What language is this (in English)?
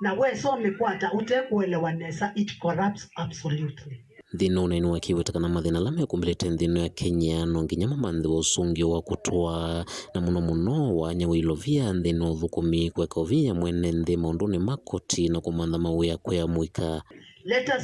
Kamba